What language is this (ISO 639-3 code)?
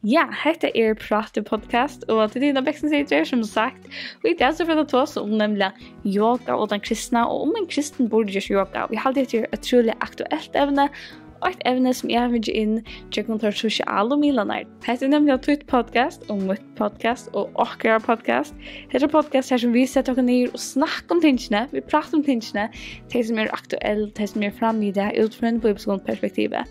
fao